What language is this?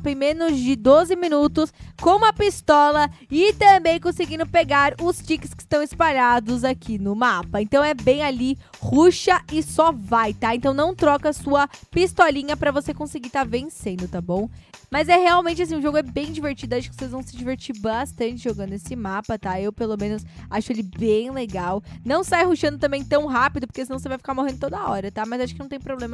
Portuguese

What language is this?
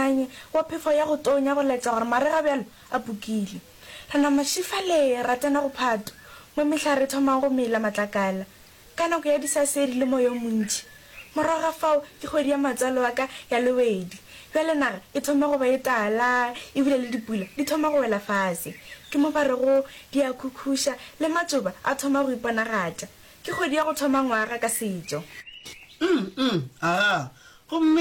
Northern Sotho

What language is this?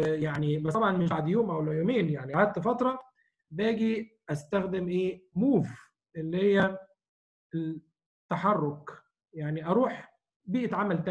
Egyptian Arabic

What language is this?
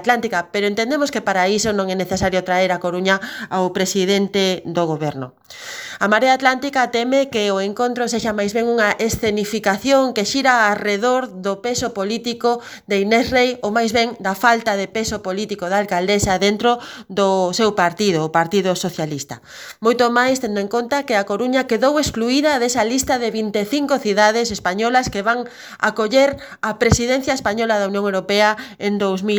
Galician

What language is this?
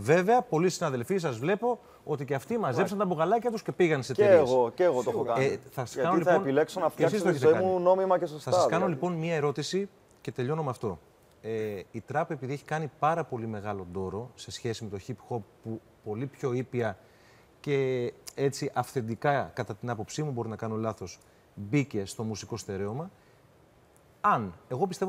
Greek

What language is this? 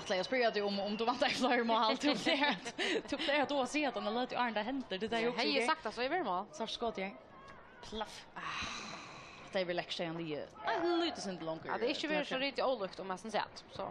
Faroese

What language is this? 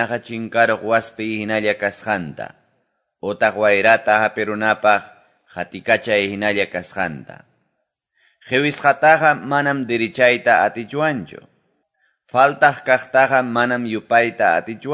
Quechua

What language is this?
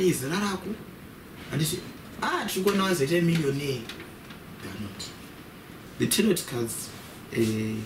Shona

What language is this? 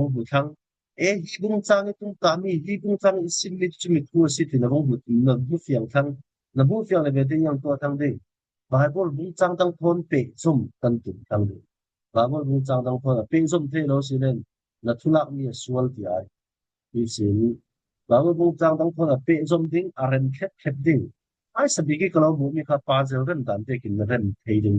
Falam Chin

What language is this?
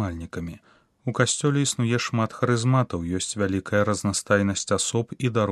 Belarusian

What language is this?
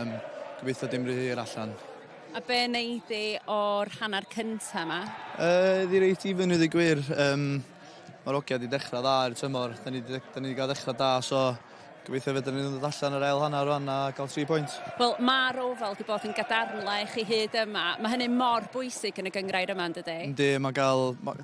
Welsh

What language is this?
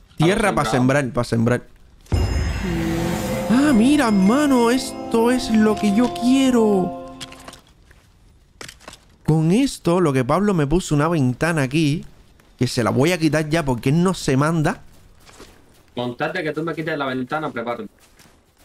Spanish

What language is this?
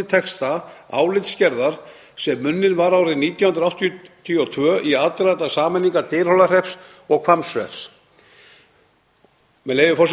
Icelandic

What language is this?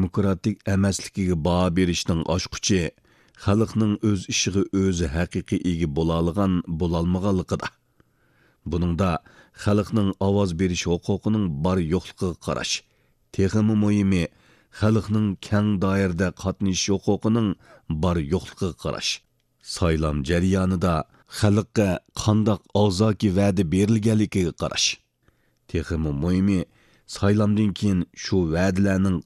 Uyghur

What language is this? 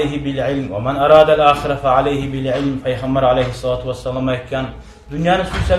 Kumyk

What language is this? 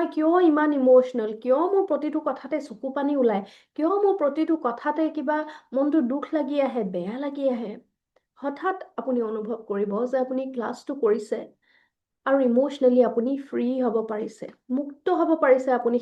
Assamese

